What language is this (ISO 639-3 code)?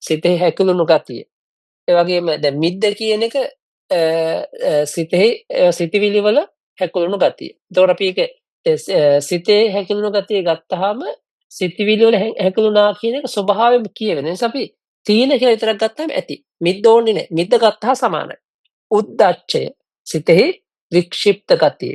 sin